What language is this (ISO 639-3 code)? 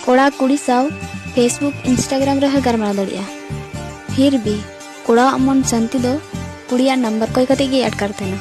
sat